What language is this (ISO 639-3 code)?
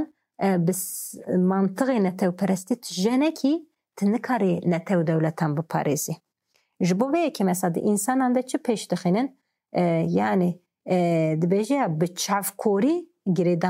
kur